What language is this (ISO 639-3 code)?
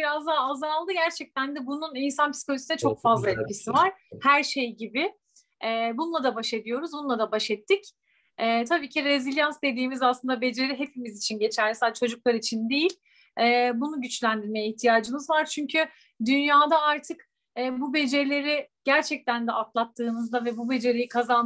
tur